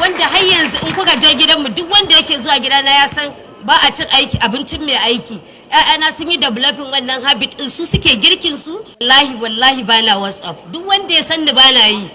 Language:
Hausa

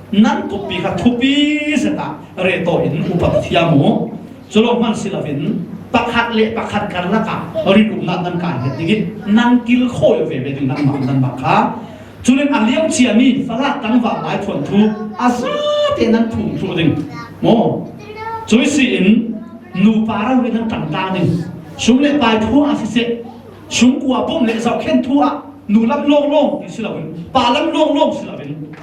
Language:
Falam Chin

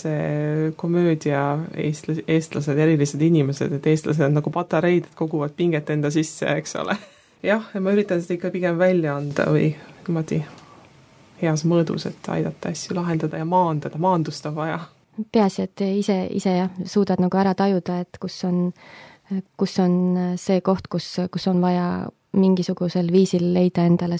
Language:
Estonian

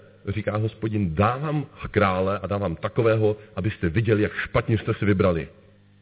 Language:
Czech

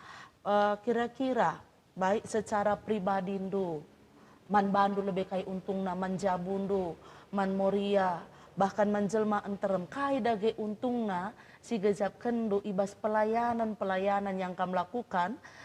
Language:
Batak Karo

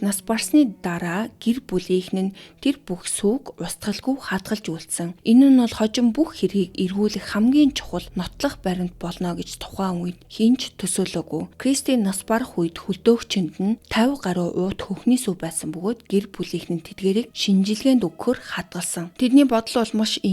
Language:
Mongolian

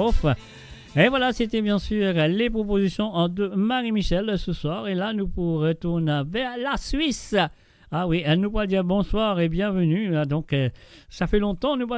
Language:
Morisyen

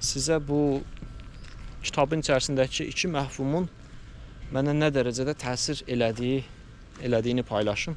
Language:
Azerbaijani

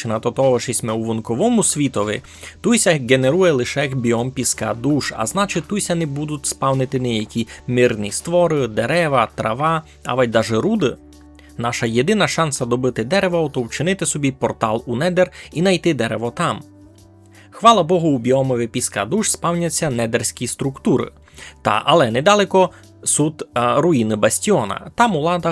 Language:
Rusyn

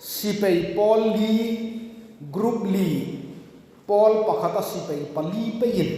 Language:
Hmar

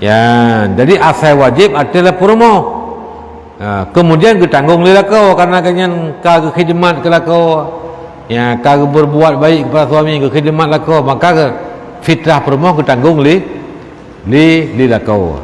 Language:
Achinese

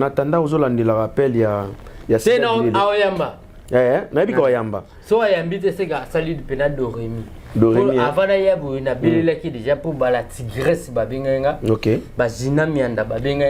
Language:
Lingala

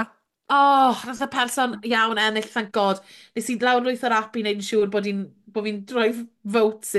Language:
Welsh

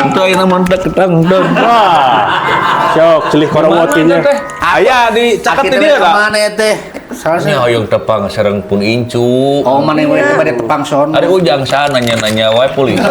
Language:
Sundanese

